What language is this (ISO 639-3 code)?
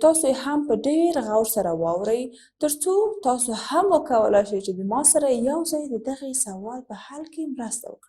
pus